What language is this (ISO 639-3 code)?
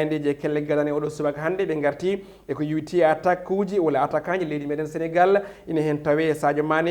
ful